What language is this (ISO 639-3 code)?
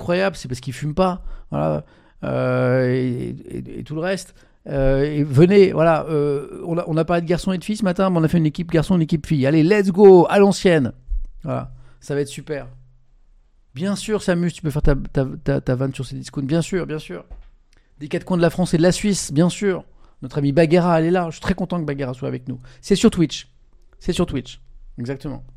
fra